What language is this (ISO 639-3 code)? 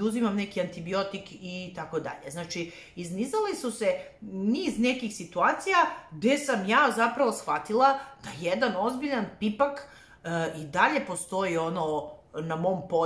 srp